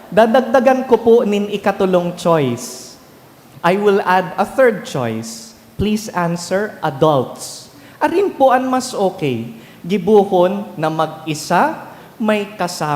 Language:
Bikol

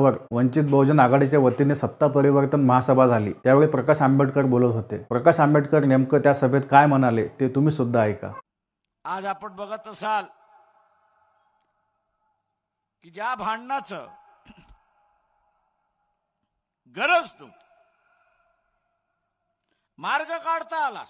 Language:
Marathi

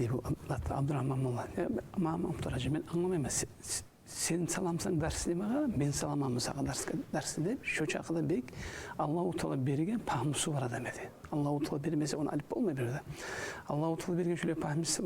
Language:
Kumyk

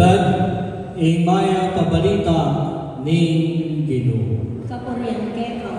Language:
Pampanga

